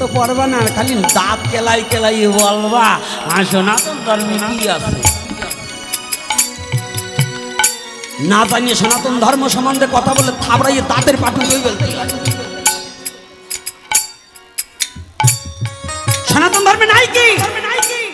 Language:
Bangla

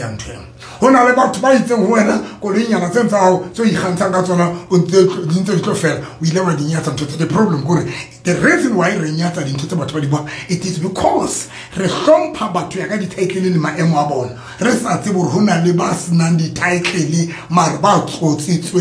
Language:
Southern Sotho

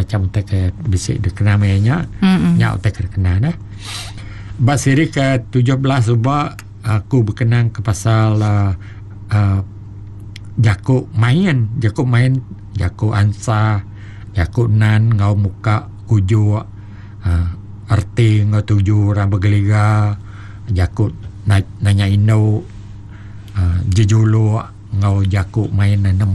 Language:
Iban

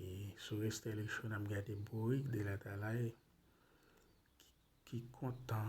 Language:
Haitian Creole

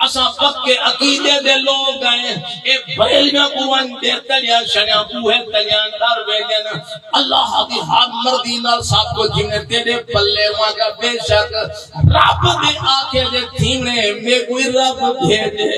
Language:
Saraiki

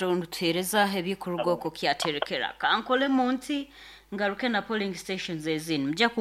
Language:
Nyoro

